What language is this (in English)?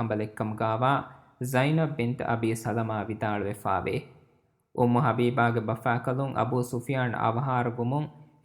Divehi